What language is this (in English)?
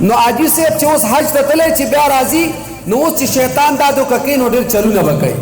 Pashto